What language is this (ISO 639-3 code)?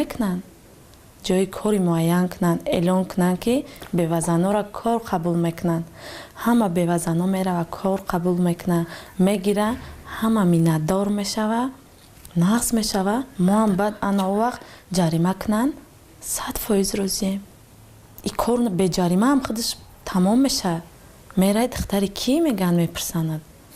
tgk